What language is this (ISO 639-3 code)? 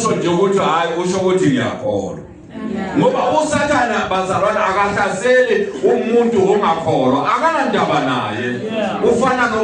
zul